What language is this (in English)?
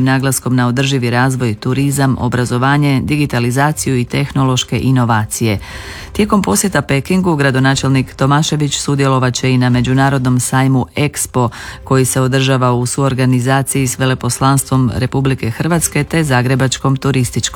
Croatian